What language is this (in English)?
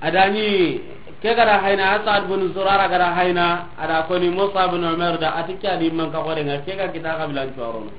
Soninke